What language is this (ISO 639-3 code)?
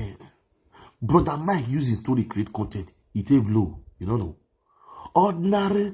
pcm